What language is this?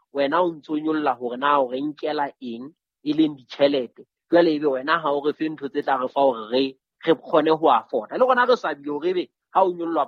Southern Sotho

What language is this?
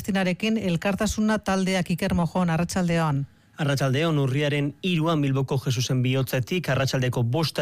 Basque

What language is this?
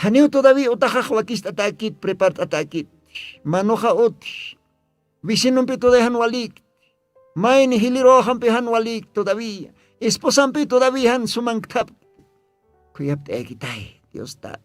Aymara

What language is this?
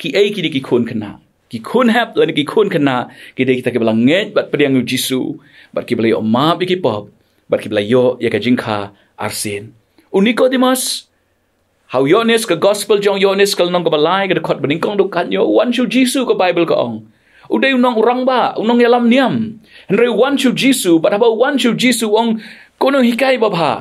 Khasi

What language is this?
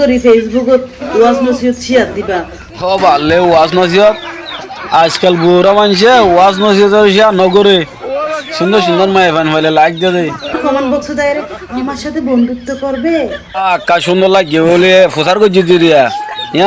Rohingya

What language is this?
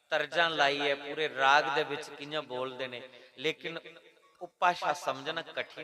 Dogri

